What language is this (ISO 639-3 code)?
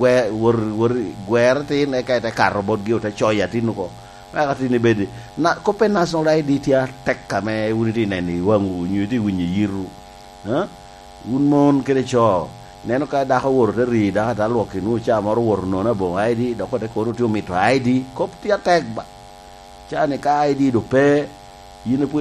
laj